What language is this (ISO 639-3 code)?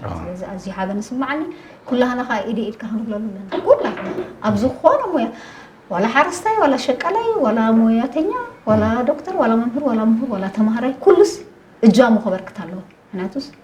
tir